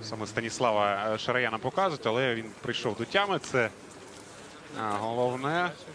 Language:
Ukrainian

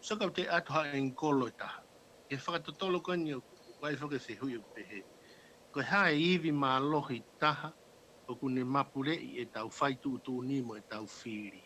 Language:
Tongan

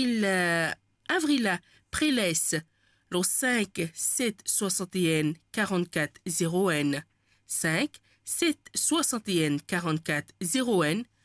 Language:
Morisyen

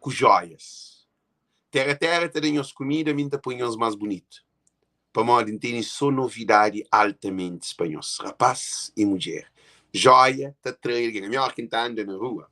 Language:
Kabuverdianu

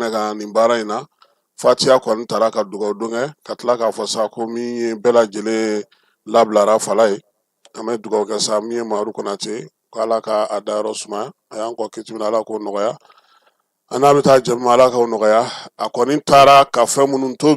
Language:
Bambara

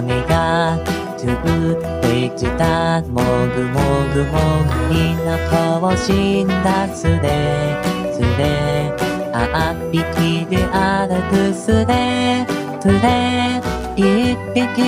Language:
Japanese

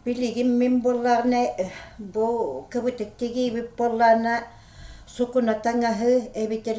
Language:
Yakut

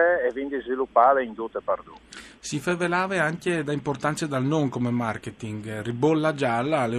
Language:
Friulian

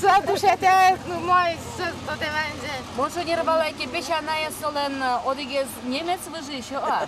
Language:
Udmurt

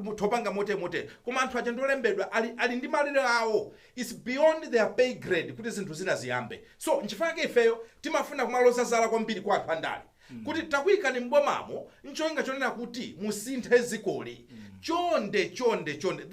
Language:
Nyanja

